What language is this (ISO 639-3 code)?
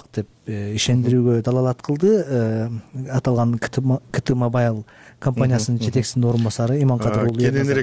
kir